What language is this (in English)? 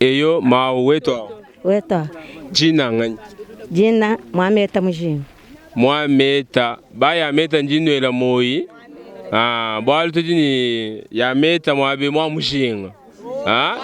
Luba-Lulua